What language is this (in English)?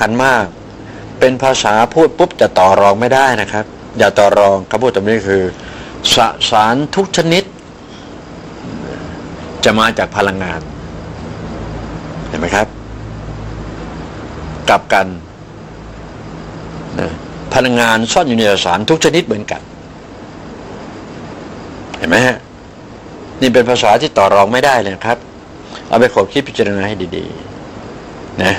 Thai